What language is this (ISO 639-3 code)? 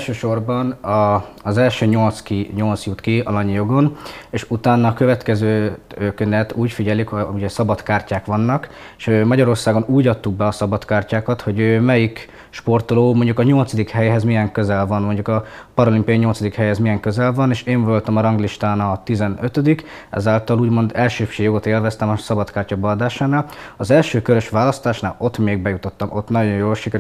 hun